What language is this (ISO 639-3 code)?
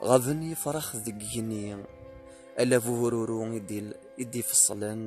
kab